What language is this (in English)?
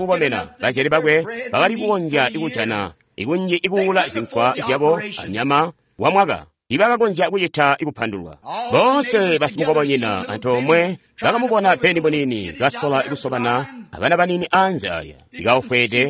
Tonga (Zambia)